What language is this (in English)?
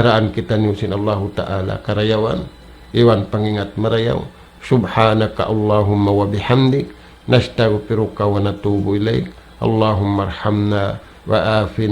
Tausug